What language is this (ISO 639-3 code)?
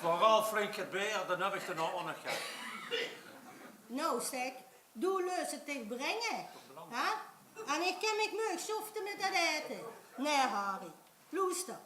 lim